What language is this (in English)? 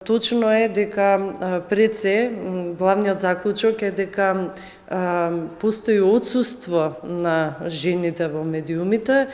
Macedonian